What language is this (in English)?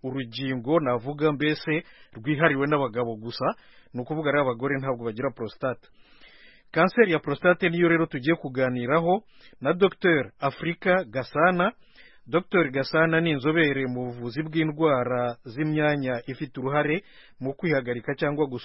Kinyarwanda